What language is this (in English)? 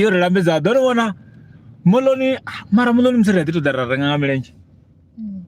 Venda